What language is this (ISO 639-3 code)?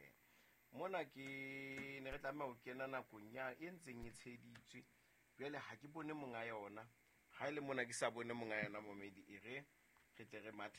sot